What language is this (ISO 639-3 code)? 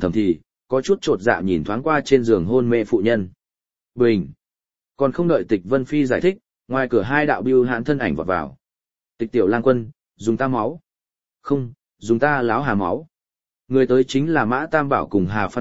vie